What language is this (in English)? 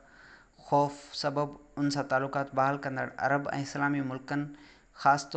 Sindhi